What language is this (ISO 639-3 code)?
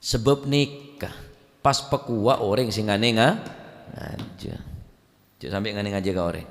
mad